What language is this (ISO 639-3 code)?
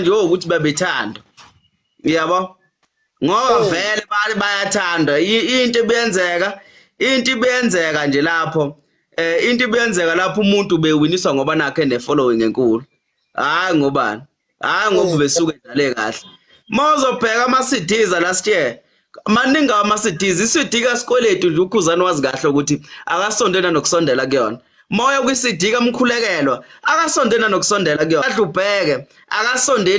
zul